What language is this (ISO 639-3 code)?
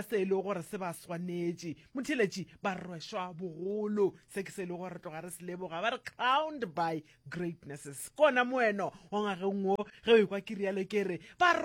nso